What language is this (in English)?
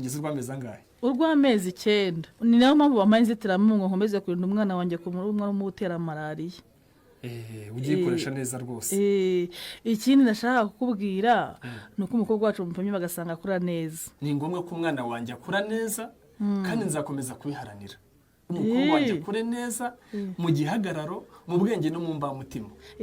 Kinyarwanda